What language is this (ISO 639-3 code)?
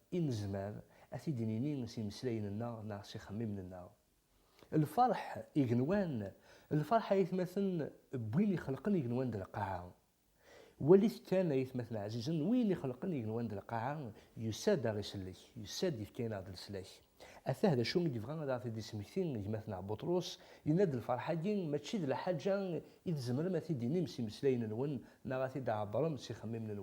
kab